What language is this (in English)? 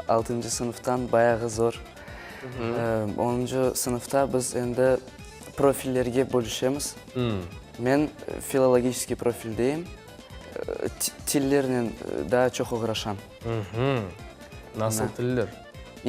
Crimean Tatar